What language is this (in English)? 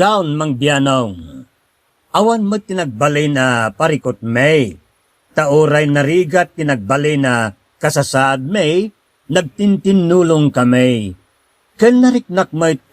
Iloko